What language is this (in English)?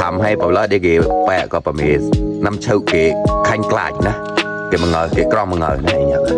Mon